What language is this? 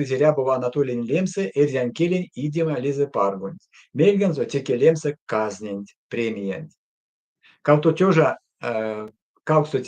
Erzya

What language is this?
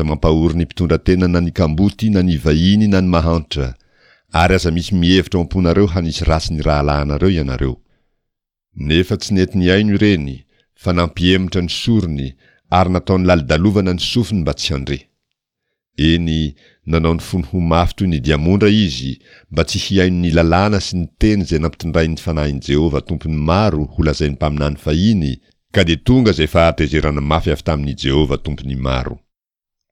Malagasy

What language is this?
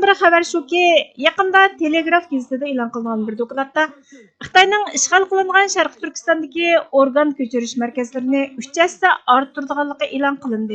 Uyghur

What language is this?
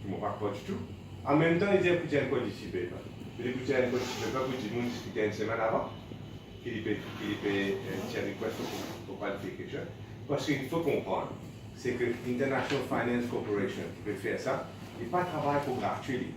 Morisyen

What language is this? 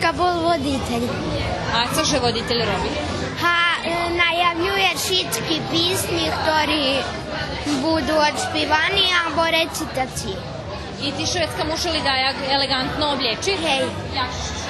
Rusyn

